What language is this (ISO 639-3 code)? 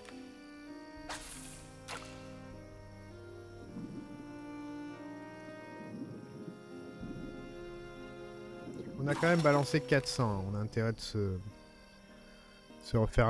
fra